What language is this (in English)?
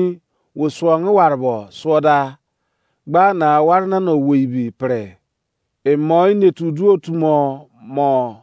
Izon